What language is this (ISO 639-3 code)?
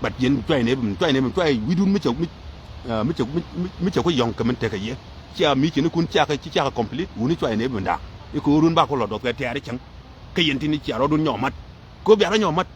nus